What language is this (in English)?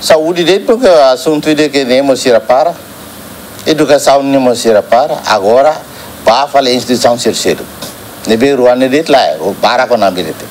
Tetum